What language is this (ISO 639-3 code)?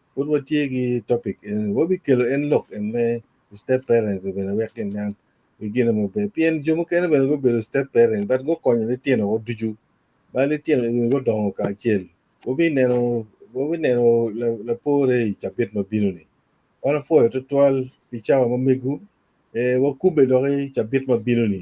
ach